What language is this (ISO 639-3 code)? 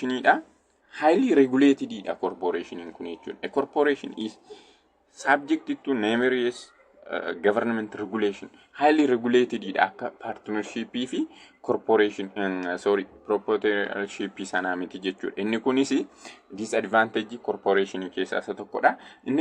orm